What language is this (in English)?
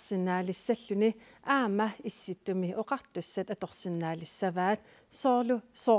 Kalaallisut